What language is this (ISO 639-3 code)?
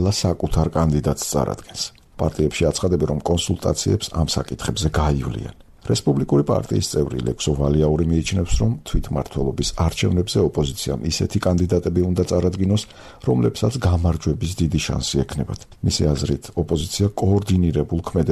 kat